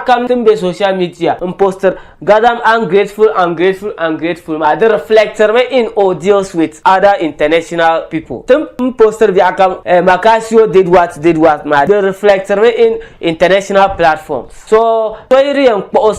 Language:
Dagbani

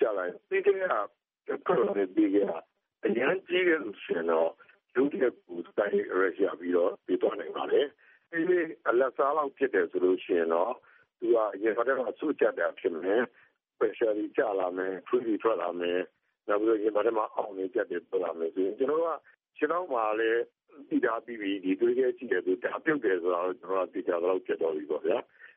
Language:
Burmese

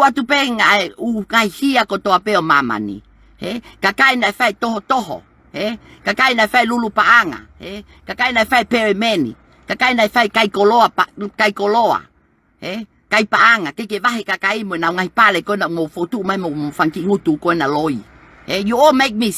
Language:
Tongan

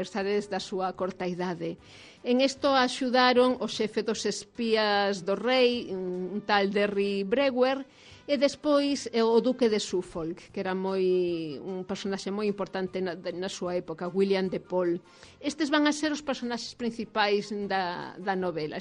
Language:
Galician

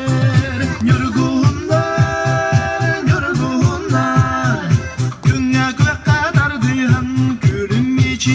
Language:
Yakut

